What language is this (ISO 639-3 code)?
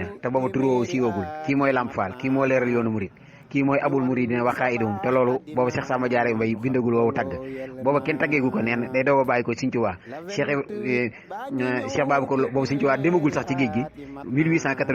wol